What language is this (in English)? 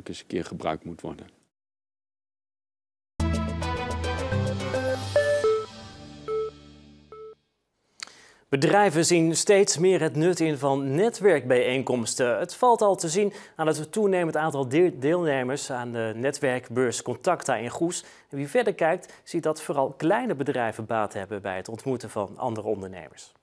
Dutch